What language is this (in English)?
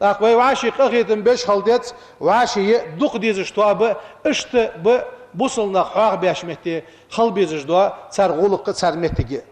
Ingush